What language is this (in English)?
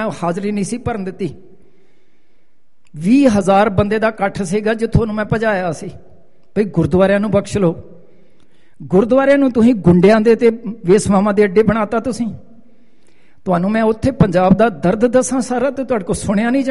Punjabi